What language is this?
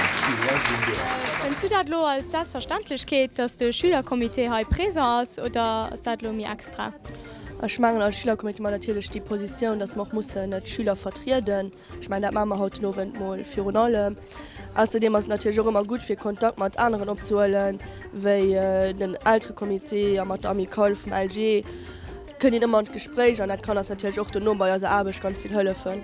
Luxembourgish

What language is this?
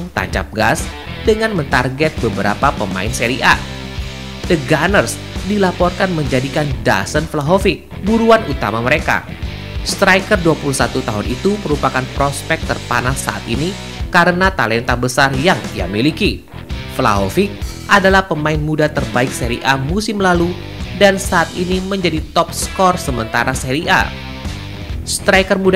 Indonesian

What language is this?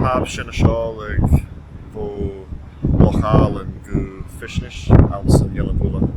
Scottish Gaelic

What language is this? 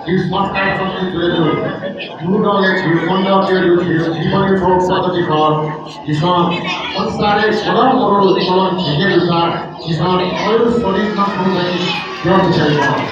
Newari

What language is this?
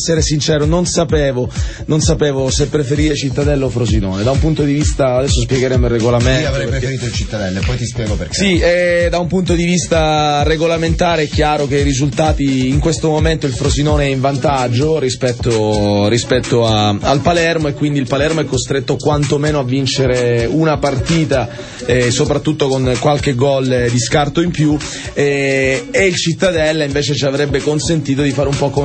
Italian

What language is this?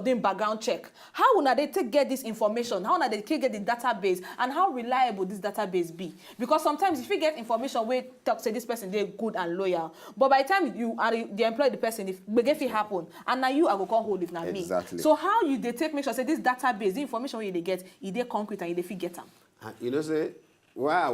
Nigerian Pidgin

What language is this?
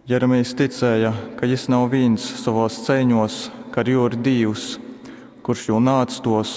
Latgalian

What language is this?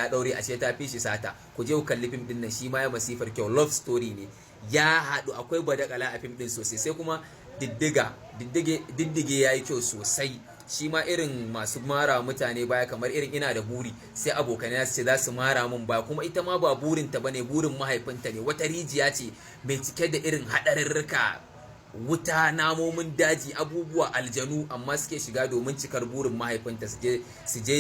Hausa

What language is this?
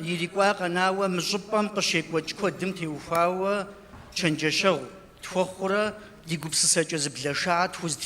Kabardian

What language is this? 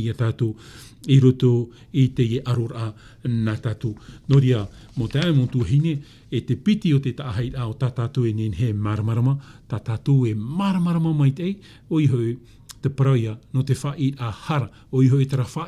Tahitian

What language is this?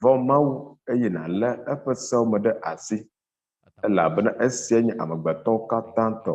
Ewe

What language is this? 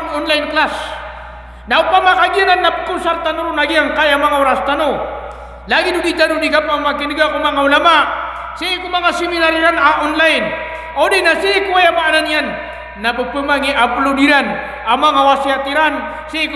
Maranao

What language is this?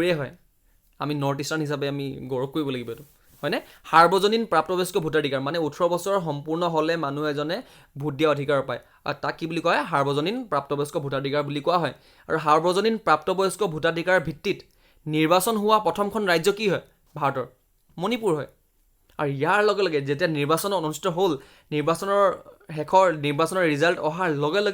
Assamese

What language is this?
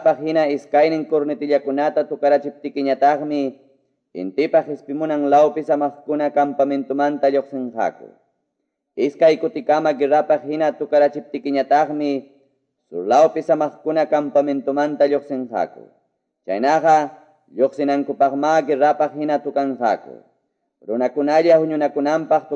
Quechua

